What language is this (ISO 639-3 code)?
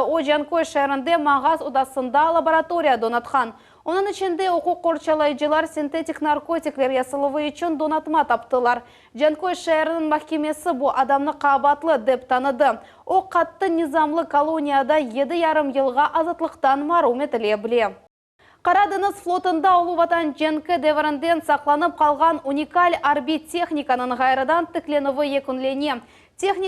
crh